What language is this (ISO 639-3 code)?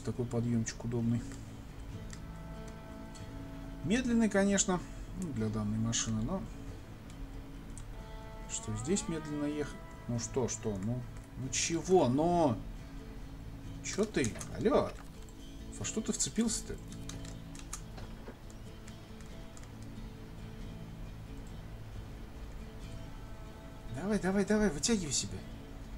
rus